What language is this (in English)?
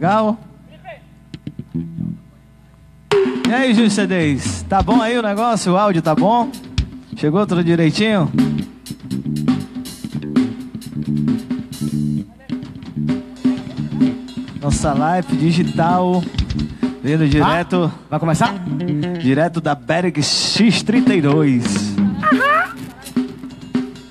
Portuguese